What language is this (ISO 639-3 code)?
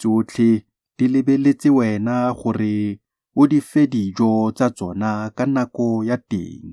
tsn